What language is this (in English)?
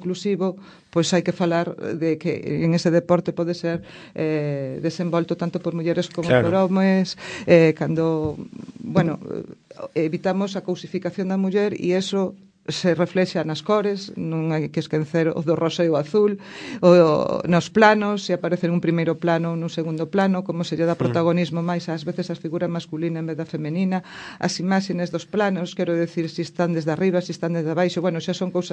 Galician